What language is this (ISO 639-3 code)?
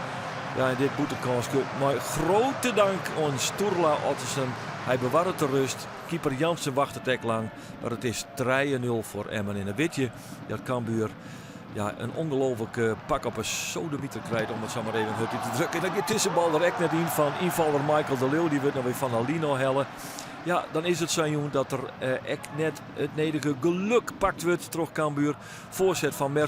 fry